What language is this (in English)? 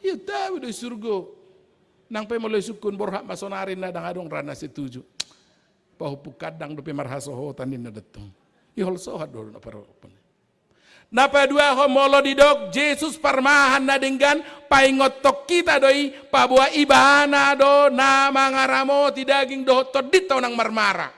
Batak Toba